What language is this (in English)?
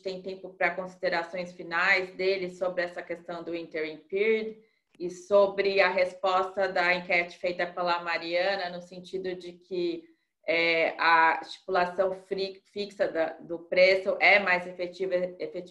Portuguese